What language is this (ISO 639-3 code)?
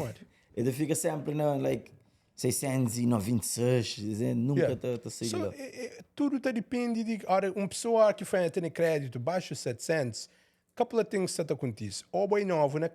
kea